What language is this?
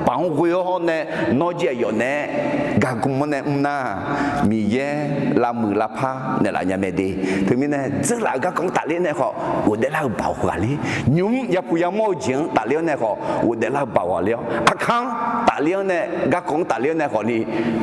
Akha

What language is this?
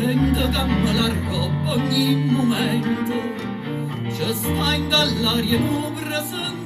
Neapolitan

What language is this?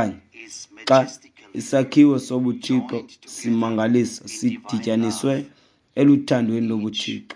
Xhosa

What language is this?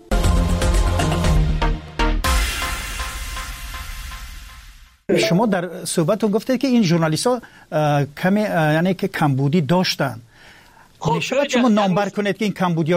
Persian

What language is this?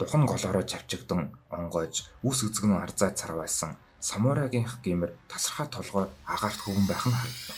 Mongolian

